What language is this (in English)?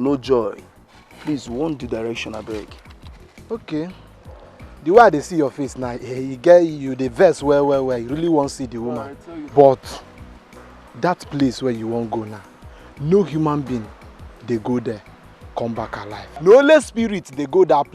Nigerian Pidgin